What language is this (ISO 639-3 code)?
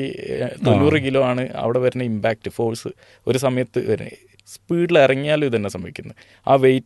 mal